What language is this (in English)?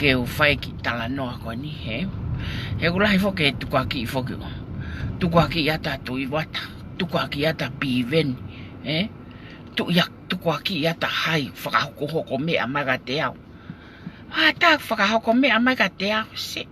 Tongan